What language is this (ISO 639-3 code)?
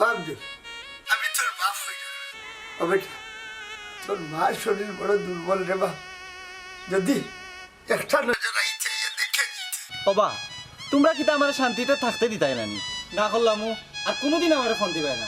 syl